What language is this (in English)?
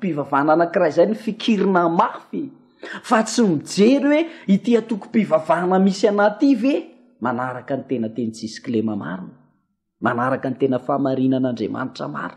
Malagasy